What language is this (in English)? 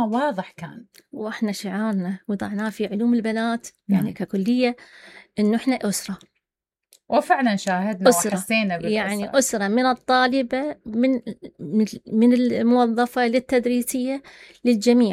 Mesopotamian Arabic